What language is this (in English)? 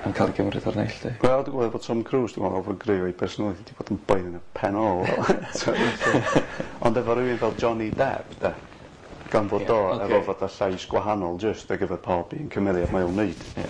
Welsh